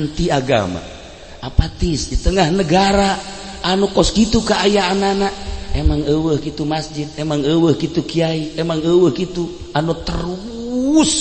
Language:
Sundanese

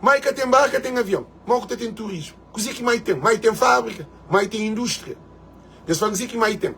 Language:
Kabuverdianu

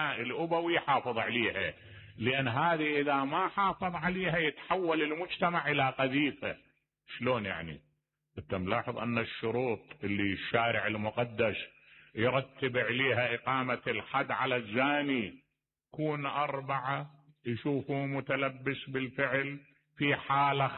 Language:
Mesopotamian Arabic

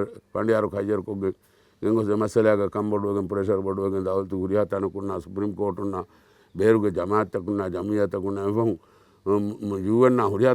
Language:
Divehi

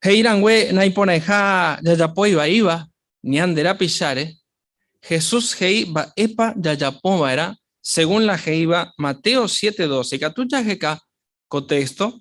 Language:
Guarani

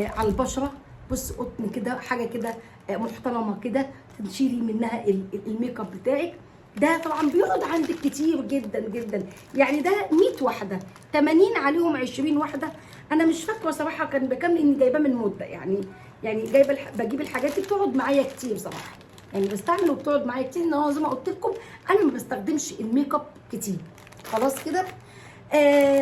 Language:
Egyptian Arabic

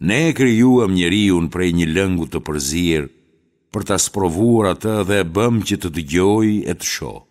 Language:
Albanian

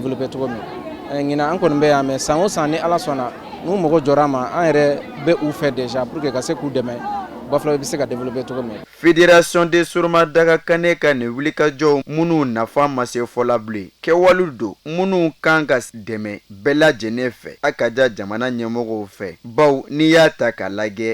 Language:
Bambara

